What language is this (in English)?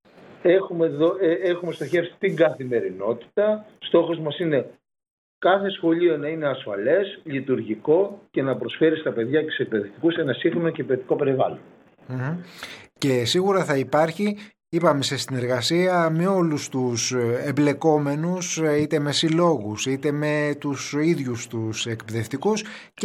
Greek